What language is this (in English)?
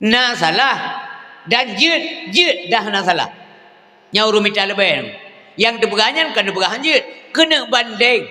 Achinese